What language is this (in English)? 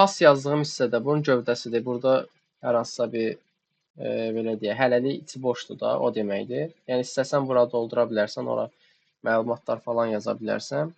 Azerbaijani